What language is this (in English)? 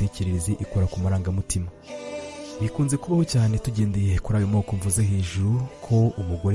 Kinyarwanda